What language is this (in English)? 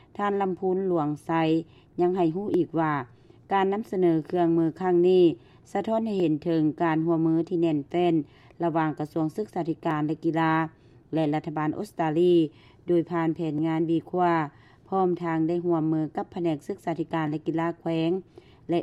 Lao